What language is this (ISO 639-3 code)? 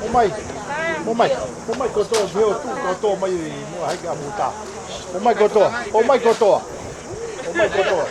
ton